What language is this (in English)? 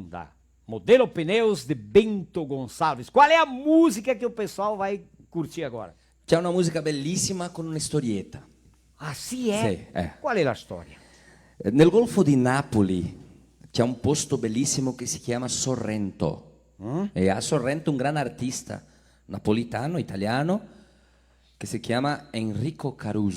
Venetian